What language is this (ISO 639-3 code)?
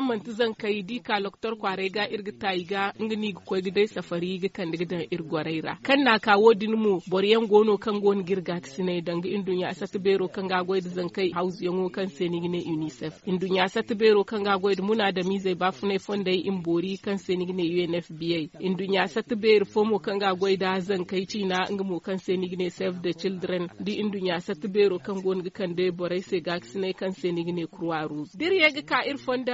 dje